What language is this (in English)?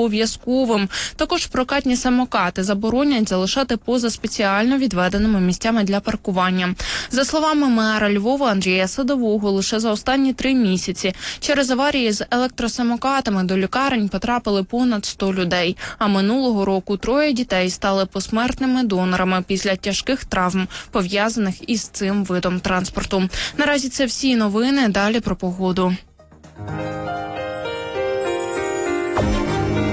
Ukrainian